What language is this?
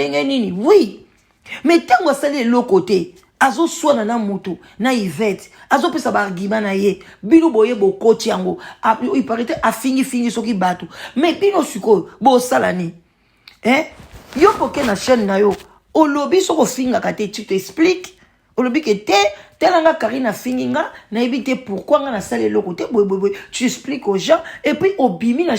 Lingala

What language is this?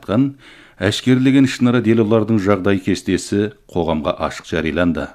Kazakh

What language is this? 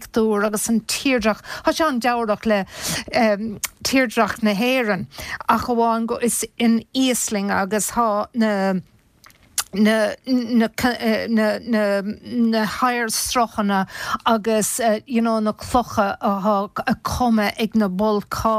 Irish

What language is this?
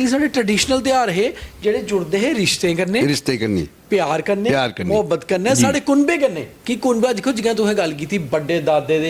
Dogri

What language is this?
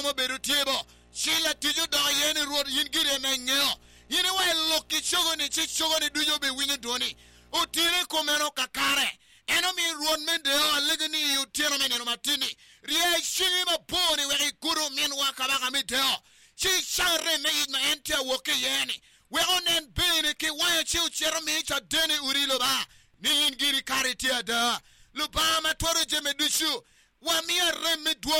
Acoli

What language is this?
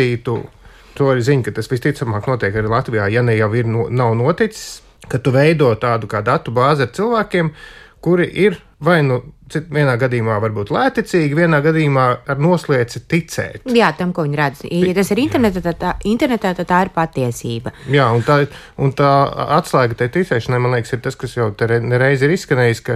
Latvian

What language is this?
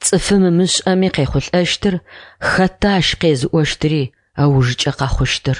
Adyghe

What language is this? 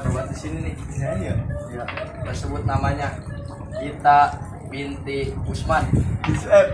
Betawi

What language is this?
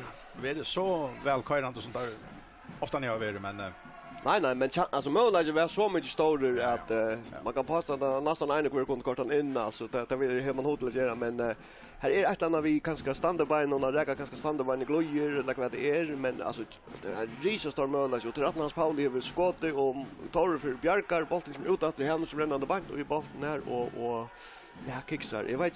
Faroese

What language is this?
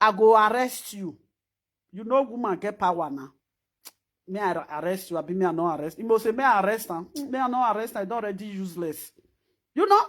Nigerian Pidgin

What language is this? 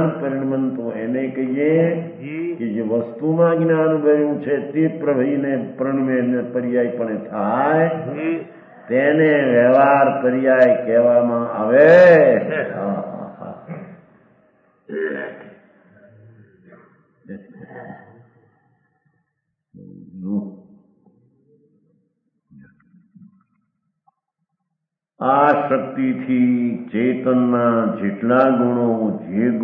Gujarati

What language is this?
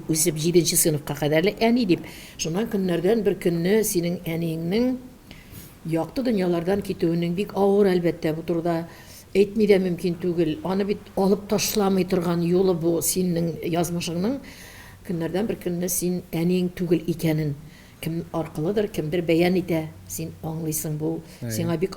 Tatar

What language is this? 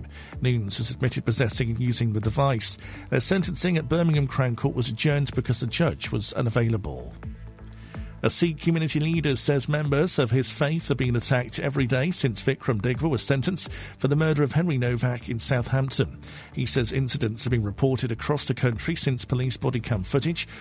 English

